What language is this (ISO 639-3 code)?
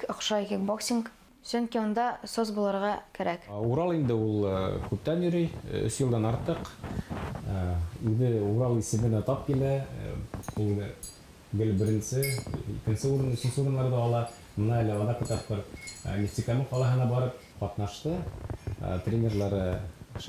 bak